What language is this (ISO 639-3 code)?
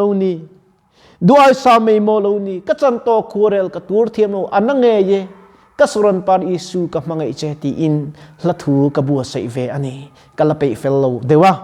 lus